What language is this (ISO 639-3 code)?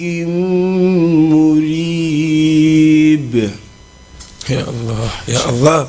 ful